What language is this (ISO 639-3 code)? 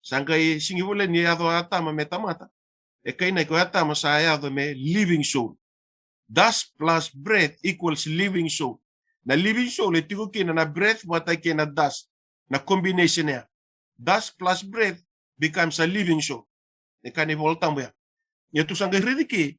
fij